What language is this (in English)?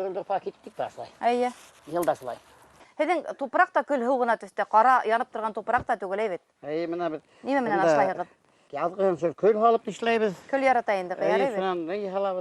Bashkir